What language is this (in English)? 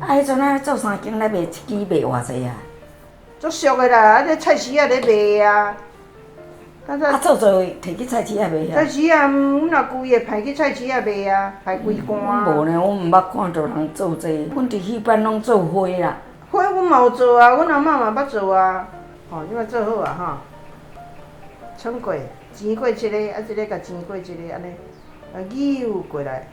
Min Nan Chinese